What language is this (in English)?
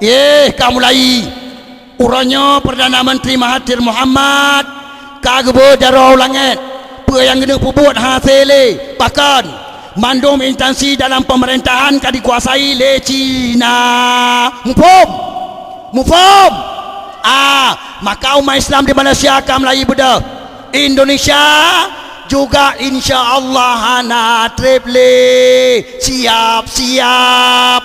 Achinese